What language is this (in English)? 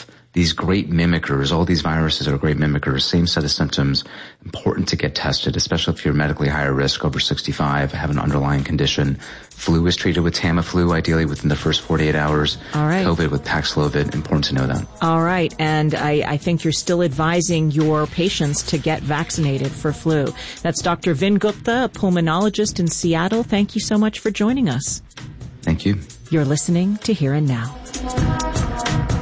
English